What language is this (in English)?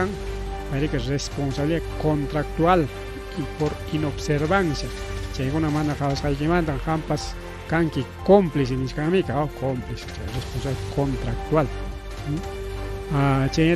Ayacucho Quechua